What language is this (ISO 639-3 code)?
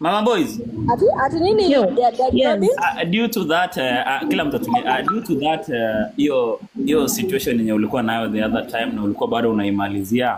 swa